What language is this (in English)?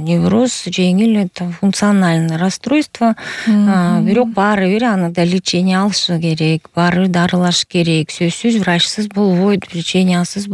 Kyrgyz